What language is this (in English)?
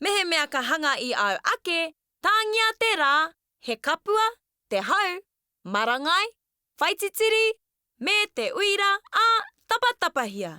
Māori